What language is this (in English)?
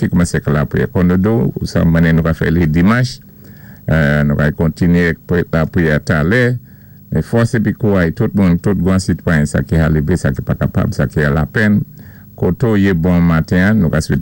Saint Lucian Creole French